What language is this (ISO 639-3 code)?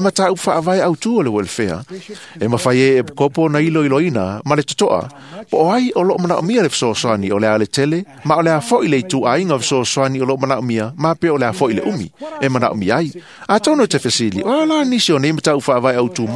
smo